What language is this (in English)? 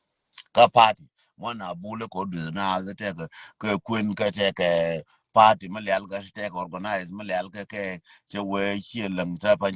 Nuer